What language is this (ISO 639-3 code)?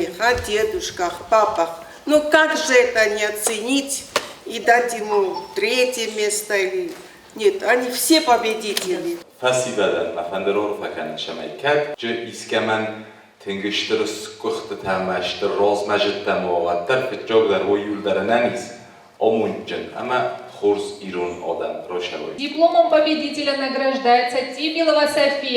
oss